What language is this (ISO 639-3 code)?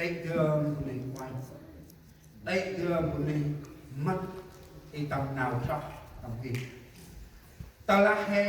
cmo